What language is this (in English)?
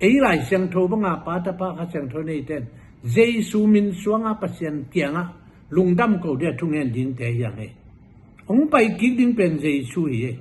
Tedim Chin